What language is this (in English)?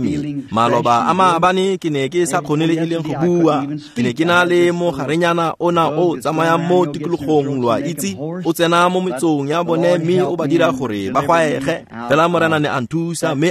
Tswana